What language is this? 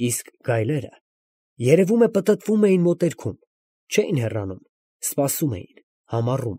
Armenian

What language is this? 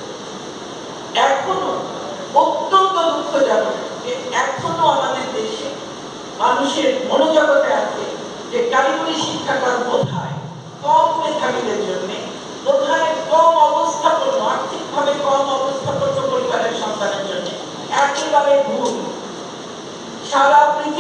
Bangla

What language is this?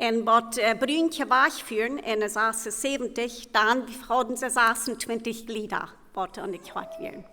Plautdietsch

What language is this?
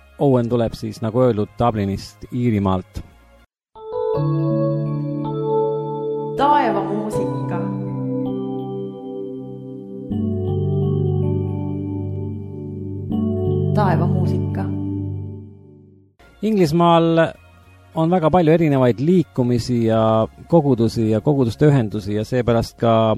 Estonian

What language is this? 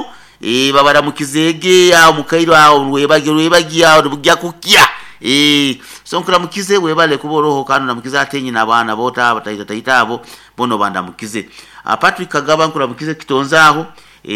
Nyoro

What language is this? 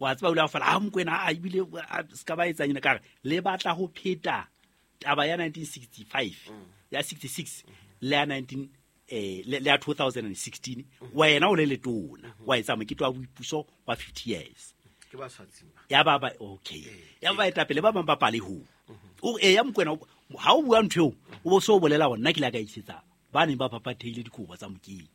Southern Sotho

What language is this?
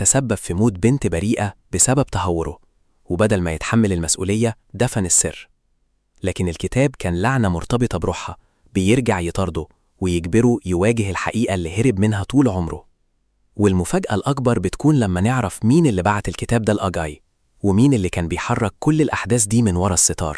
Egyptian Arabic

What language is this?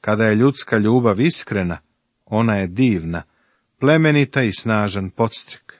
Serbian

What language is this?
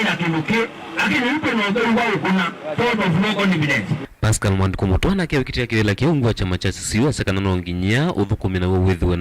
Kamba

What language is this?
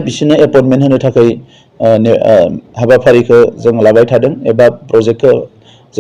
Bodo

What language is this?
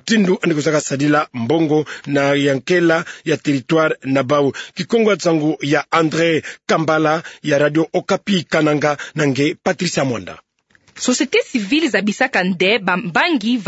Kituba (Democratic Republic of Congo)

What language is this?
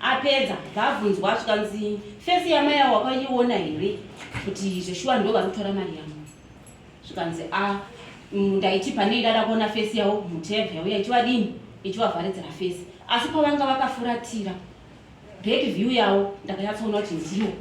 Shona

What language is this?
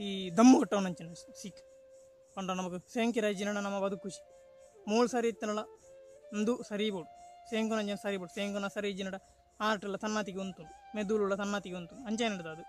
Tulu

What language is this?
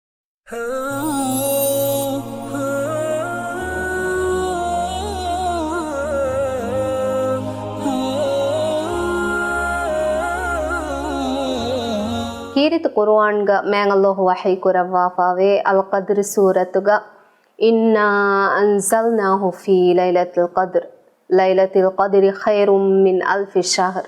Divehi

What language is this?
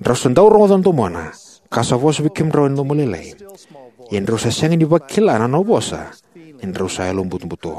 Fijian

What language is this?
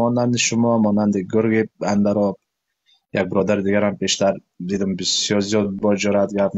Persian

